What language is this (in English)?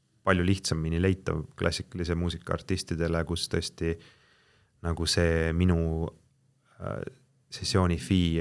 Estonian